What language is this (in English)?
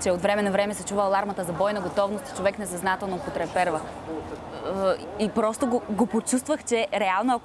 Bulgarian